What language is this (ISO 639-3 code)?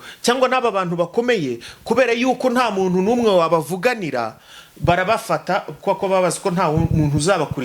kin